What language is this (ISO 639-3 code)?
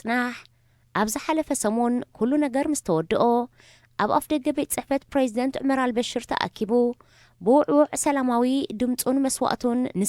tir